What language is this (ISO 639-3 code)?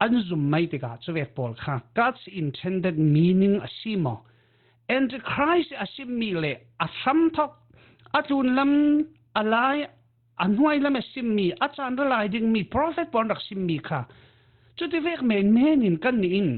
cfm